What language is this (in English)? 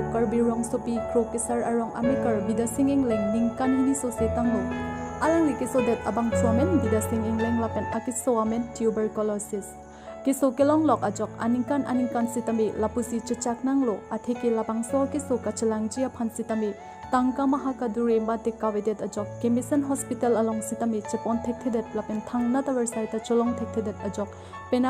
Karbi